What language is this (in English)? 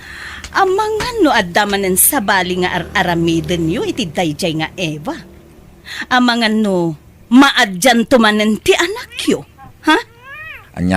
Iloko